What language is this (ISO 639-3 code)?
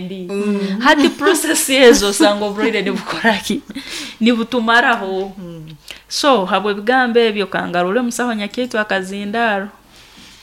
nyo